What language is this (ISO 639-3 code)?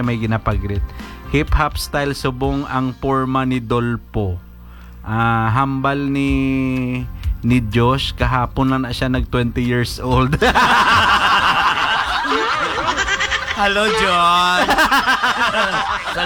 hil